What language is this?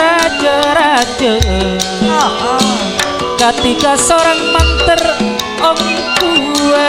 Madurese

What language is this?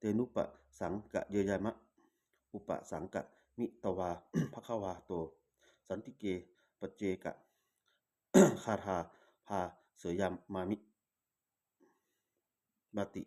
Pali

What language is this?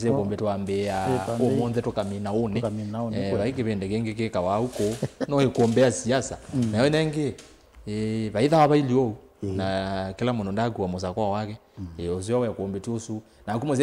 Kamba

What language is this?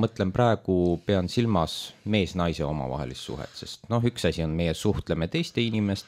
Estonian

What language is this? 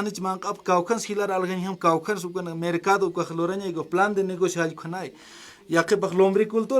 Aymara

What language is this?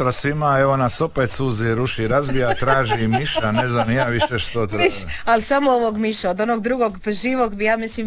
Croatian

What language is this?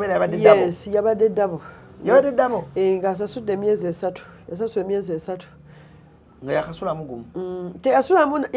Ganda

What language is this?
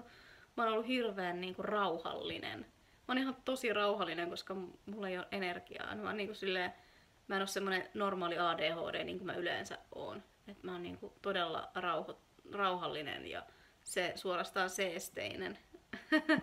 Finnish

